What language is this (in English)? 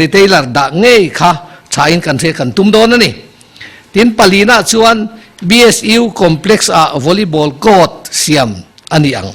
Mizo